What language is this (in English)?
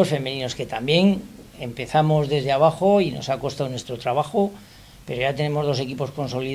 Spanish